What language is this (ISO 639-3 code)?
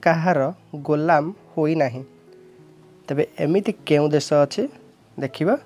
ori